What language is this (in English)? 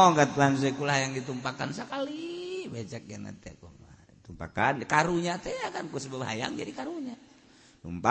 Sundanese